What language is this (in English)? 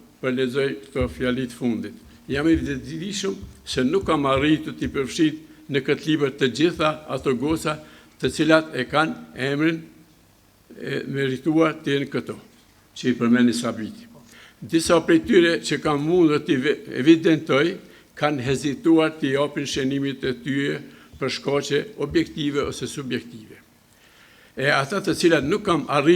Albanian